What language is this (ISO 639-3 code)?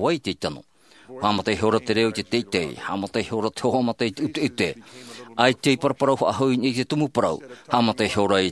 tah